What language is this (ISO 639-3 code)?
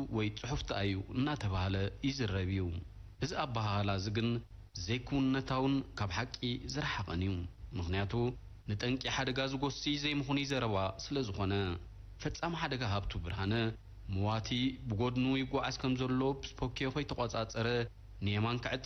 tir